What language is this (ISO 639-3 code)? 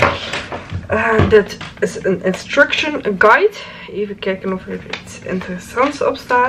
nld